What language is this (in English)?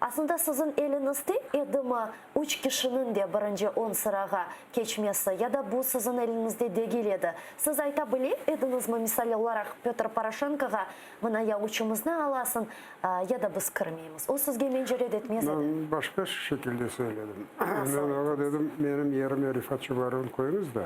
Crimean Tatar